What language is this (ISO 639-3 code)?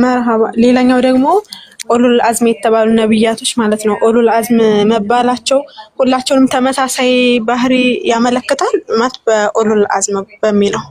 amh